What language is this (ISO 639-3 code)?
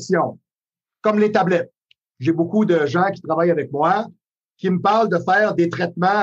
fra